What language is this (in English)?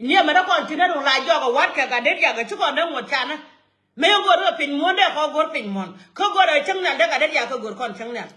Nuer